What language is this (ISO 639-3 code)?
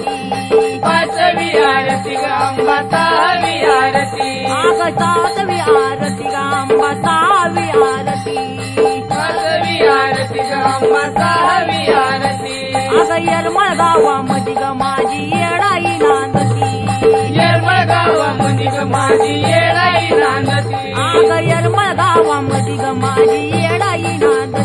mar